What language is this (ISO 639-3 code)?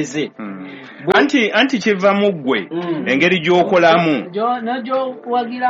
lug